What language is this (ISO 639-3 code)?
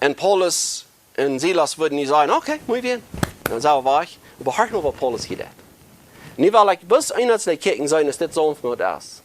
pdt